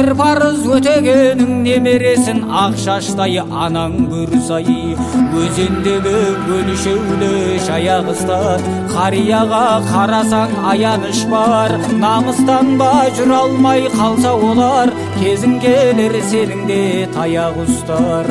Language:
Kazakh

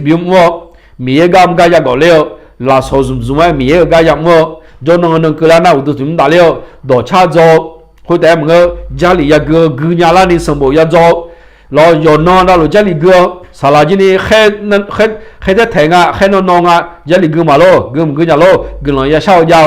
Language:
Akha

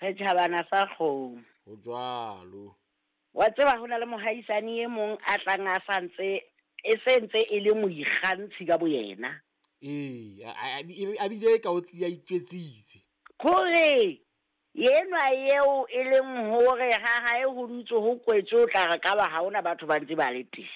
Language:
Southern Sotho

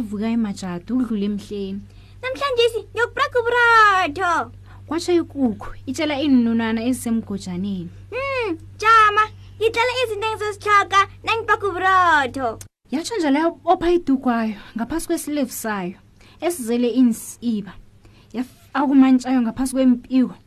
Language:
South Ndebele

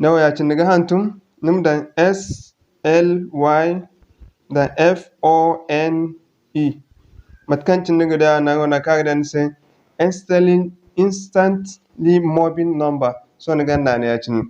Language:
Zarma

